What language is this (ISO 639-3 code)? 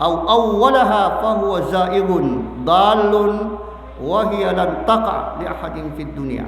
mrw